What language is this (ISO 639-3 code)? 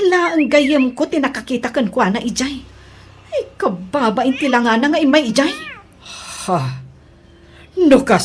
ilo